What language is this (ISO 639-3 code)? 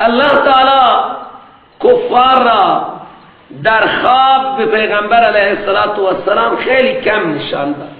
fas